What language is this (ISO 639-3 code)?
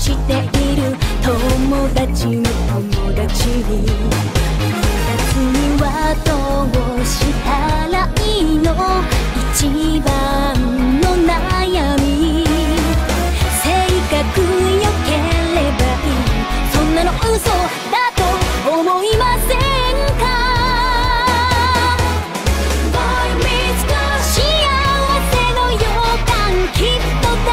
jpn